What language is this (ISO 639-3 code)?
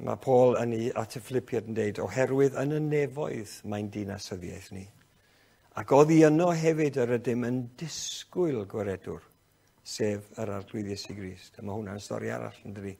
cym